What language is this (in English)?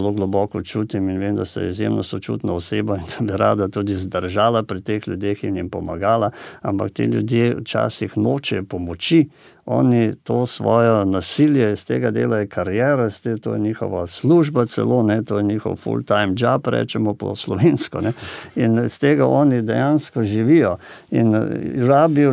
Slovenian